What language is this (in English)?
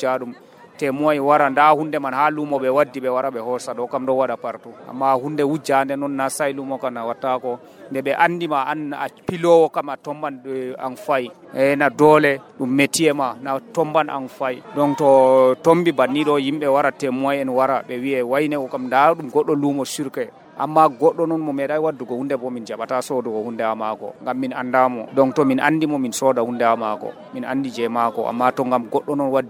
Nigerian Fulfulde